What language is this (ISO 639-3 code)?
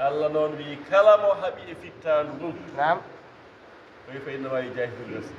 ful